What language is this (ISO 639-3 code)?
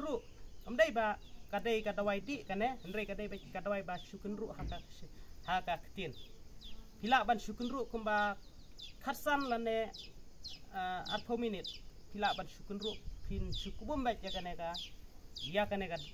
kha